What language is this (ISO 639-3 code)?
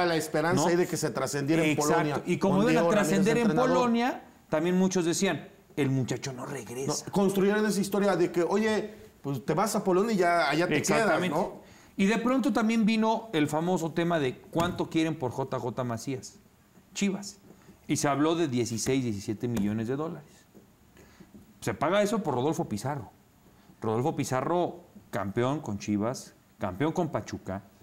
spa